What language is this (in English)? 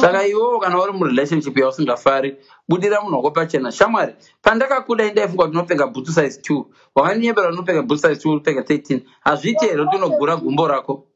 Shona